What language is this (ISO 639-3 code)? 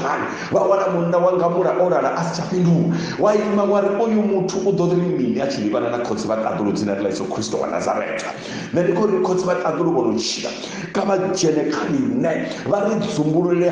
ven